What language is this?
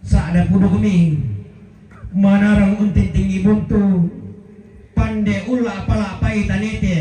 Toraja-Sa'dan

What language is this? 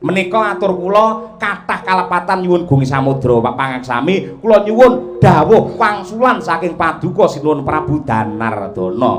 Javanese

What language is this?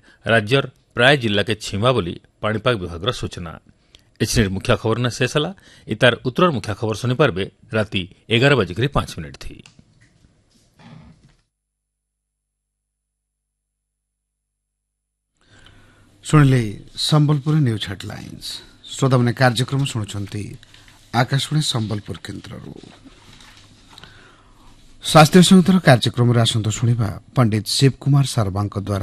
Odia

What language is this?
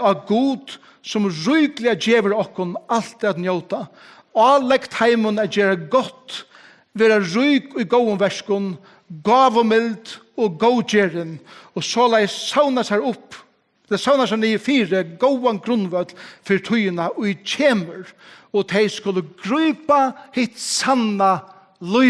Faroese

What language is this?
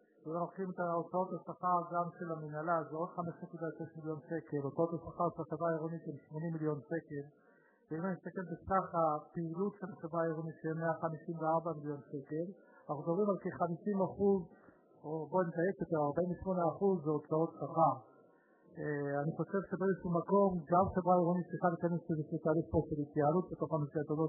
Hebrew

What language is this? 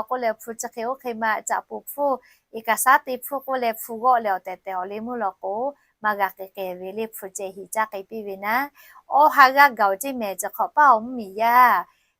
Lahu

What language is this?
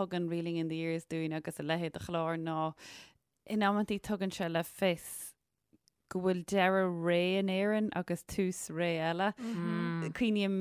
Irish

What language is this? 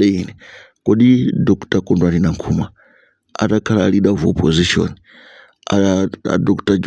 Nyanja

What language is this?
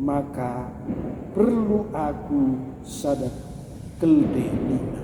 Batak Karo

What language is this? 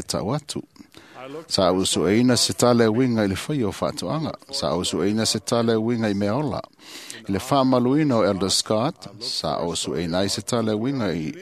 Samoan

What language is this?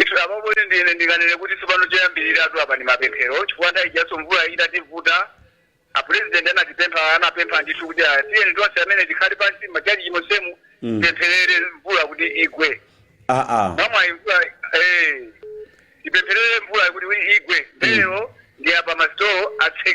Nyanja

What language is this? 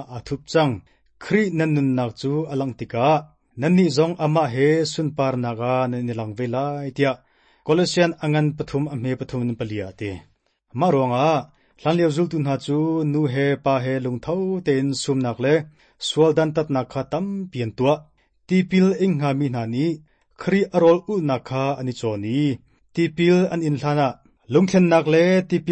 Hakha Chin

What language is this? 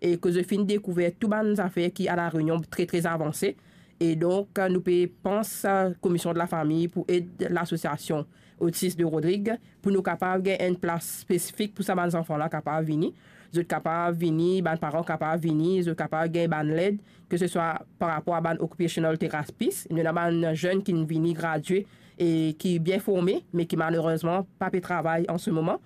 Morisyen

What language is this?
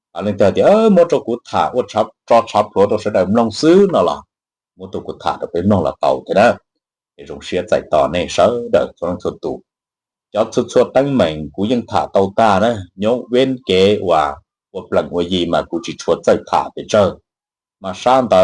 Hmong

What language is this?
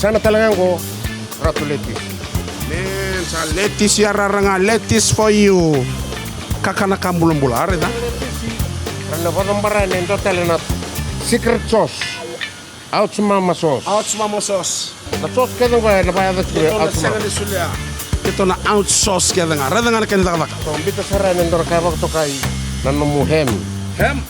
Fijian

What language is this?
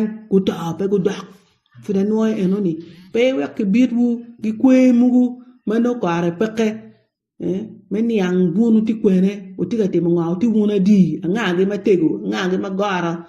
Acoli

